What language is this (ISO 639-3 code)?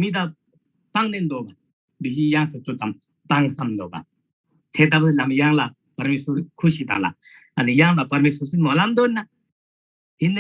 taj